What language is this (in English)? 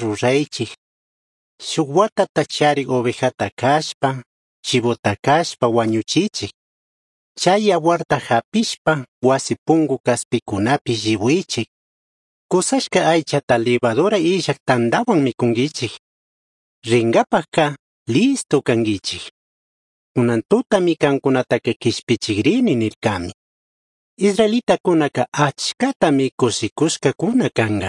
Chimborazo Highland Quichua